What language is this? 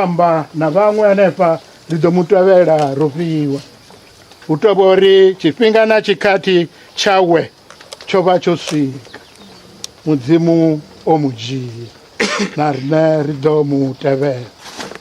Venda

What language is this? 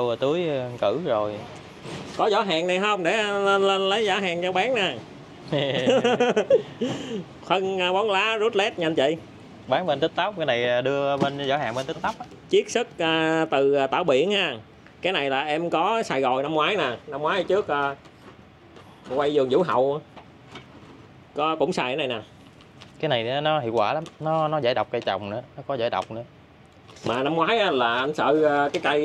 Vietnamese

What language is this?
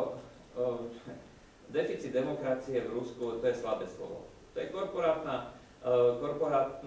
Slovak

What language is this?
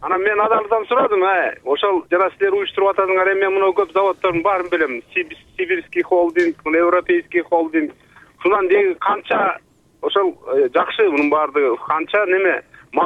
Kyrgyz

